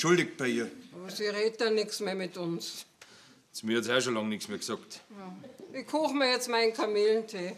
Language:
Bavarian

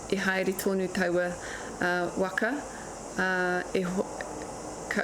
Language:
Māori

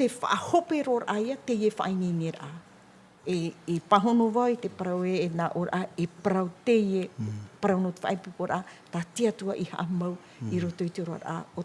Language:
Tahitian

